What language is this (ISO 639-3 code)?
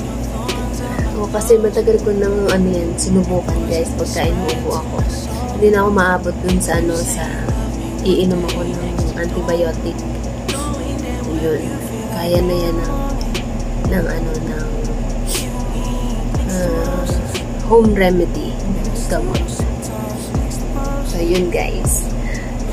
fil